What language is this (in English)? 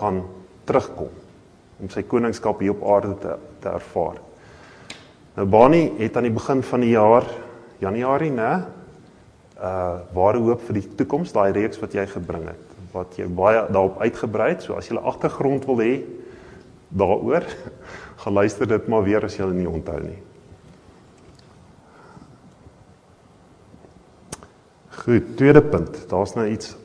Afrikaans